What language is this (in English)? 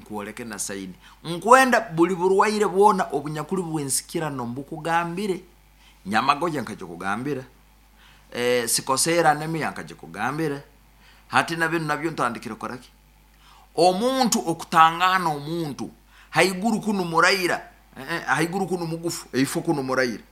Nyoro